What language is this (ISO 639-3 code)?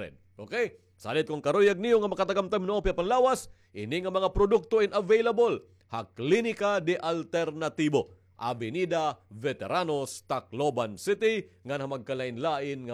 war